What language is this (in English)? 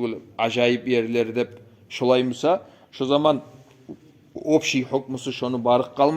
Kumyk